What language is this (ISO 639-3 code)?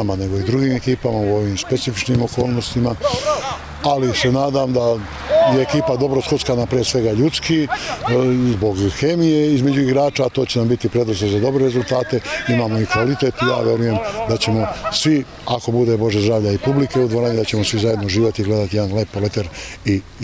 srp